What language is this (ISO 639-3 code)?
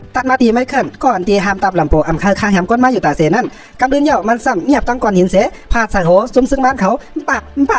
shn